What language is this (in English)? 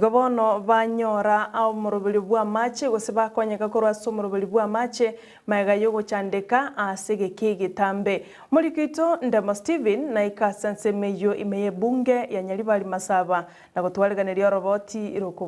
Gusii